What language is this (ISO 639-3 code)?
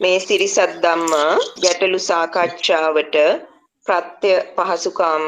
sin